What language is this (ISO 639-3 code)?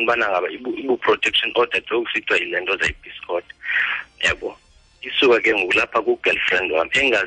xho